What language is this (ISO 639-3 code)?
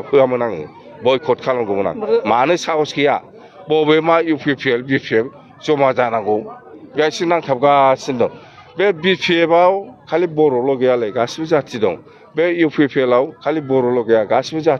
brx